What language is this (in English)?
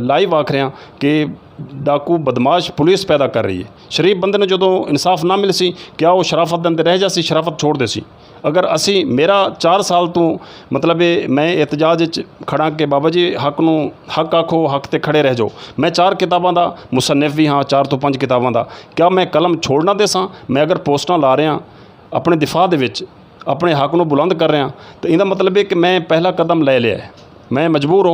Saraiki